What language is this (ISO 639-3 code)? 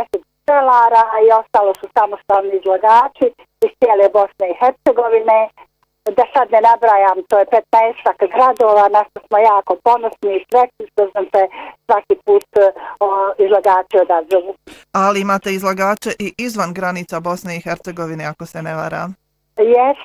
bos